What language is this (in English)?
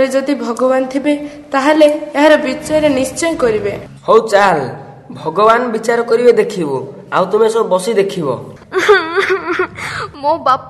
Odia